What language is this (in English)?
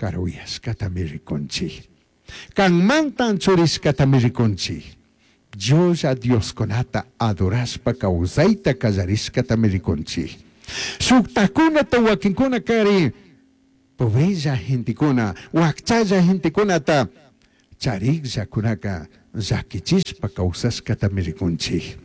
Chimborazo Highland Quichua